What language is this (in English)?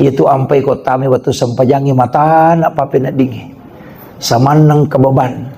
Buginese